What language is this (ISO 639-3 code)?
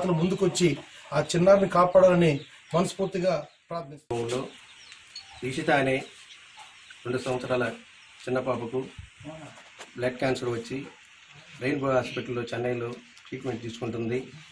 tel